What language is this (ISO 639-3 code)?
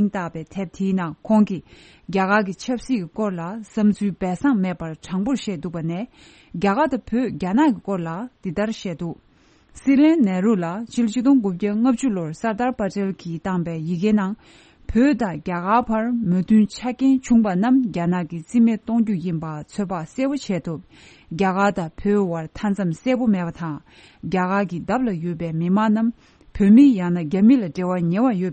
bod